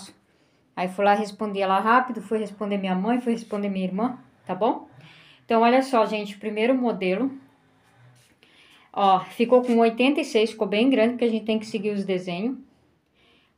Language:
Portuguese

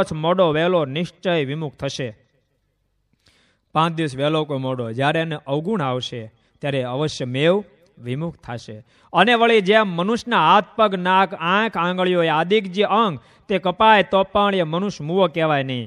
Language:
Gujarati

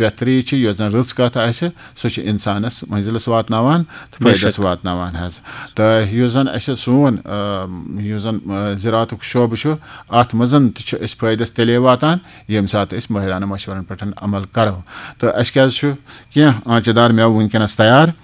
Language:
Kashmiri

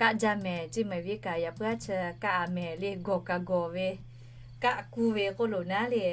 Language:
Lahu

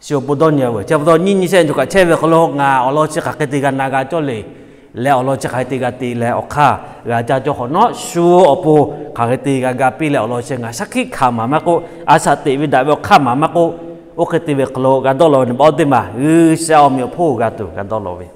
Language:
Lahu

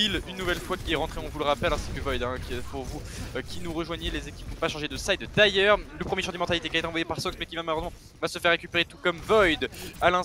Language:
French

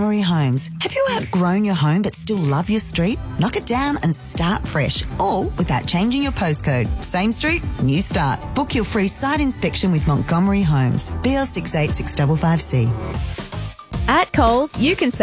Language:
English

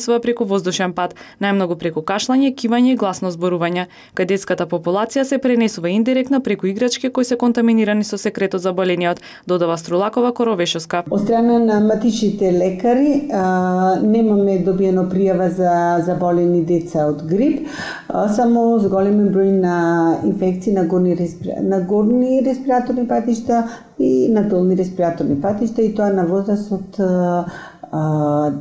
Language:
Macedonian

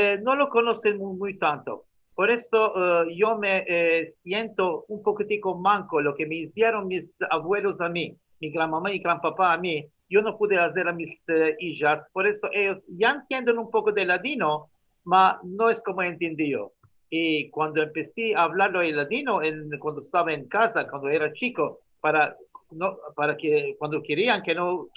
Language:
Ladino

